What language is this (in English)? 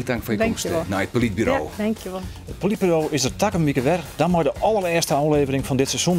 Western Frisian